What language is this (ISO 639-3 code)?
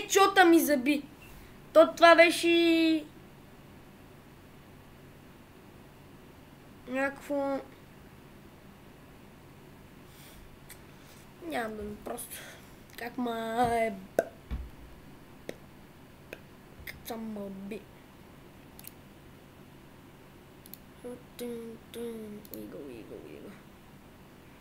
bul